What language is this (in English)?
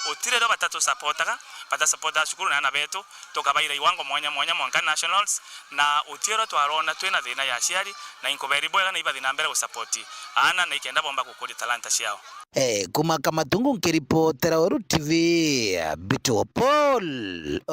Meru